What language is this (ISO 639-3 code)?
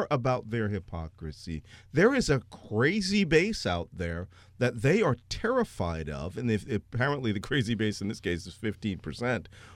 eng